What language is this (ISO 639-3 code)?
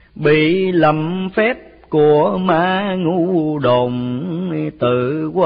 vie